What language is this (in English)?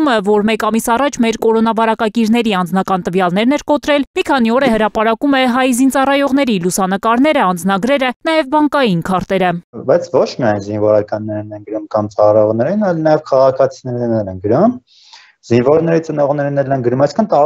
Armenian